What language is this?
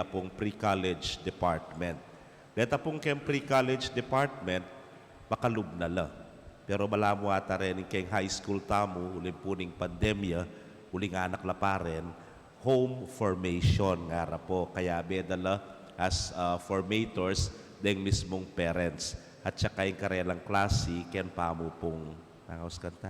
Pampanga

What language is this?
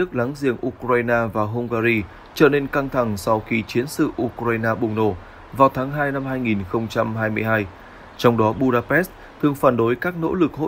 Vietnamese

